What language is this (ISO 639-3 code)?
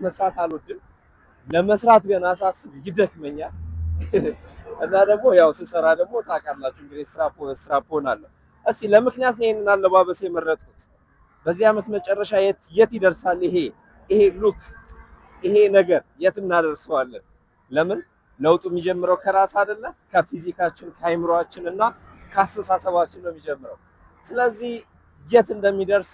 amh